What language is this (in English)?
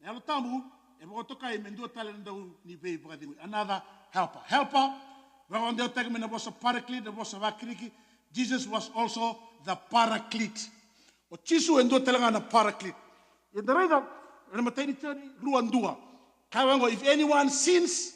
Fijian